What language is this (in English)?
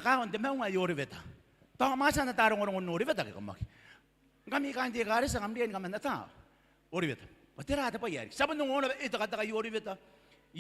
Gilbertese